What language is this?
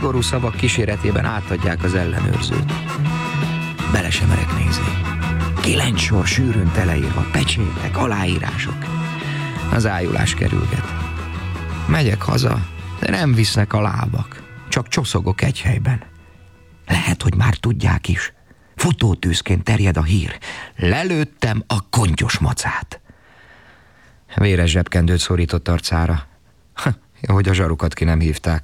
Hungarian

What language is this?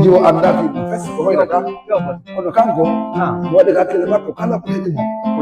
Fula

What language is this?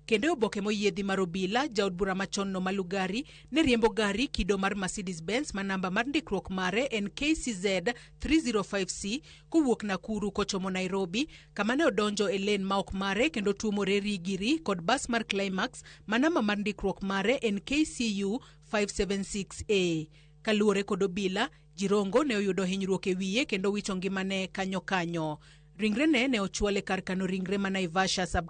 Luo (Kenya and Tanzania)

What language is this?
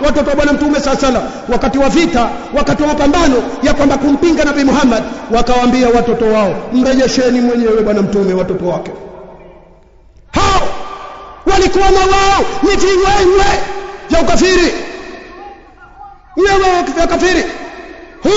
Swahili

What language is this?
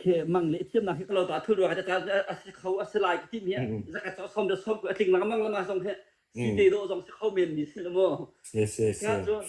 Hakha Chin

